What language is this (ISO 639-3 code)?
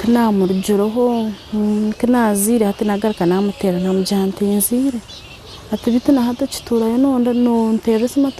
nyn